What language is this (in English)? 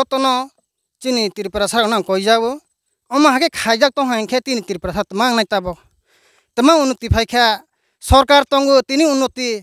Riang (India)